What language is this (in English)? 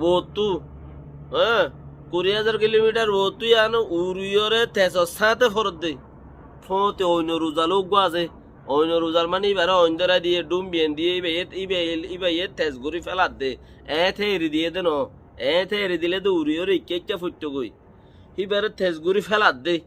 Rohingya